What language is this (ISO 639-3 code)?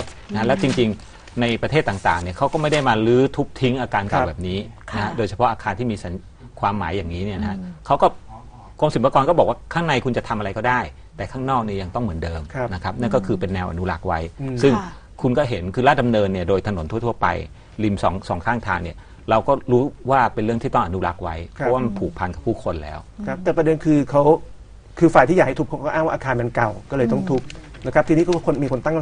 tha